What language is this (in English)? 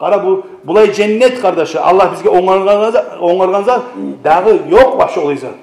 Kumyk